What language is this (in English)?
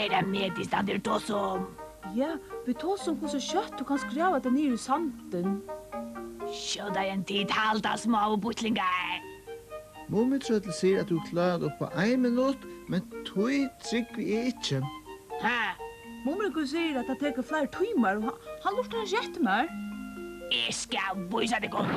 Faroese